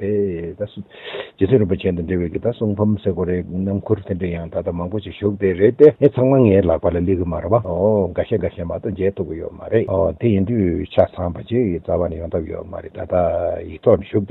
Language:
Tibetan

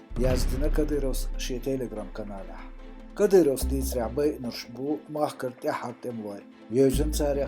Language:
Chechen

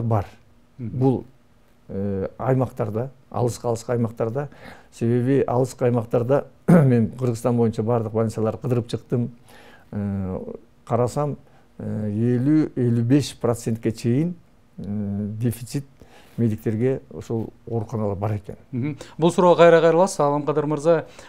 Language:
Kyrgyz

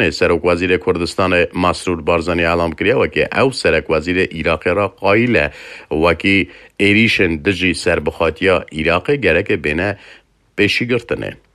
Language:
Kurdish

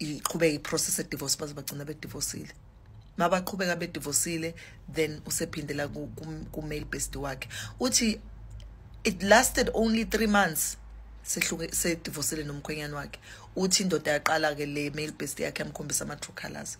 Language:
Zulu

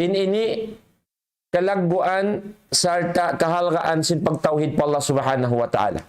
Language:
Tausug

